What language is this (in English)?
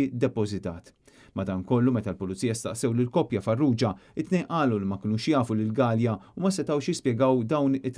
Maltese